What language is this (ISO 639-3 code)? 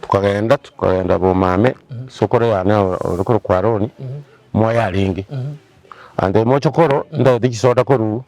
guz